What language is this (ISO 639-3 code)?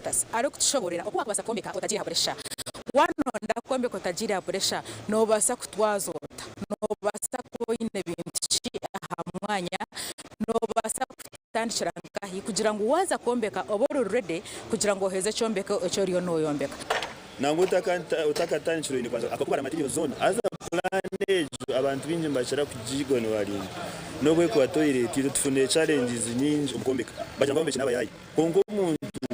nyn